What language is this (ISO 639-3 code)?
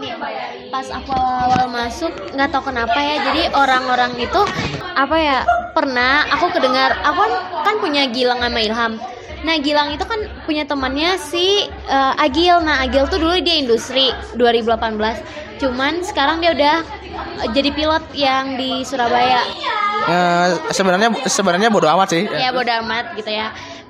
ind